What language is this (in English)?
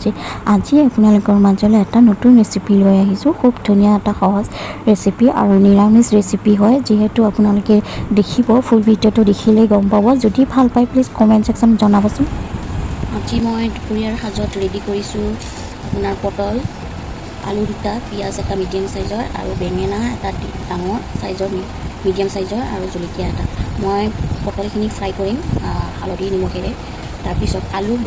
Assamese